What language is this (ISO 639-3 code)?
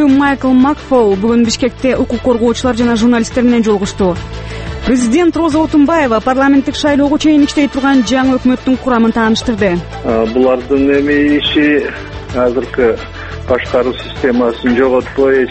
kir